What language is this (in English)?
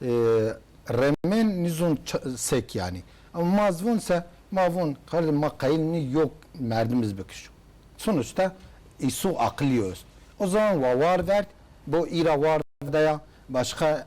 Zaza